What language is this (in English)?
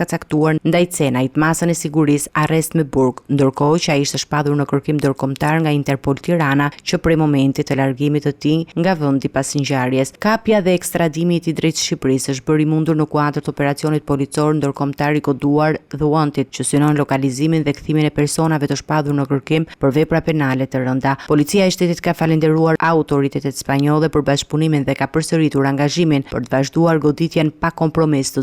Albanian